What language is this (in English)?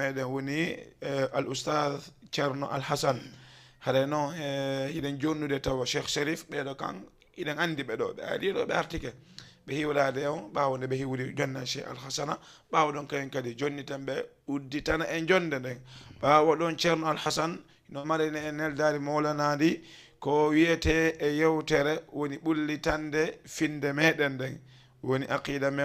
Fula